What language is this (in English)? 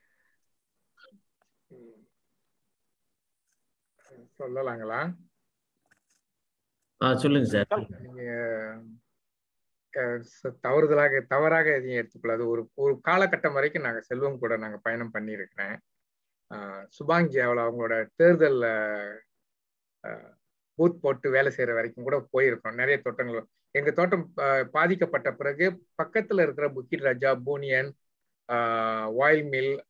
Tamil